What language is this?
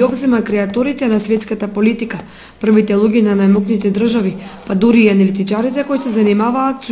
Macedonian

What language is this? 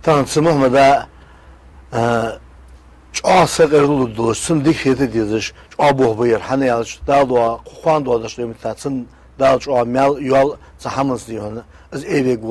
Ingush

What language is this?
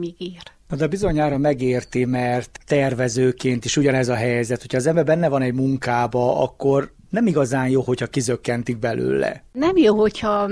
Hungarian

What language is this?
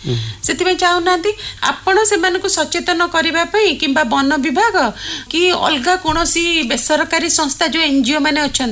Odia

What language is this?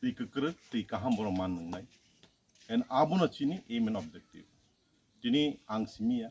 Kok Borok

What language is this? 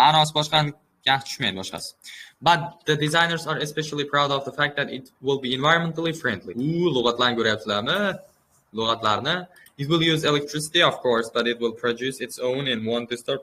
Uzbek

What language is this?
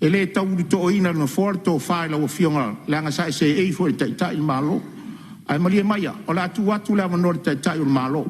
Samoan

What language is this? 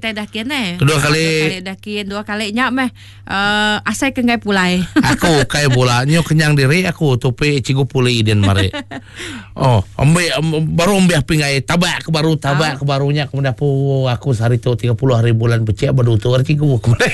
Iban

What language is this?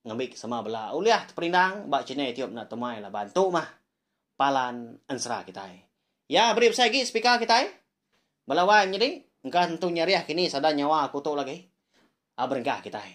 Iban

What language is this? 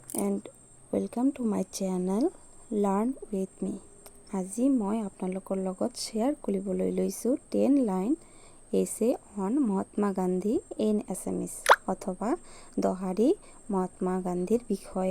Assamese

